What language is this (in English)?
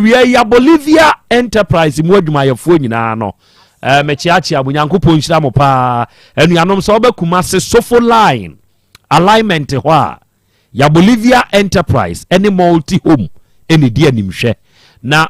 Akan